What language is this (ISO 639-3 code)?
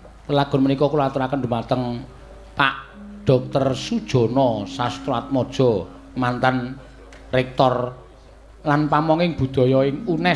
jav